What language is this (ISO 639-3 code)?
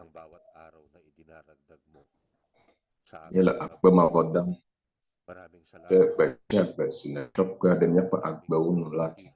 ewe